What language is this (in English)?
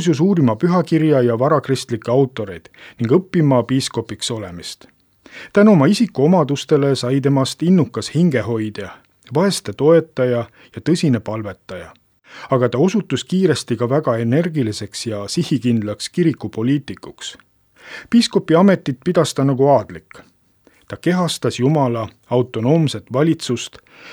Estonian